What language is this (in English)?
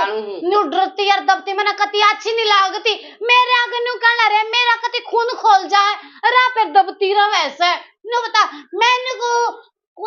Haryanvi